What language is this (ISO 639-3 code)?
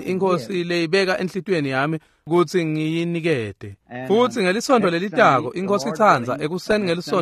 ssw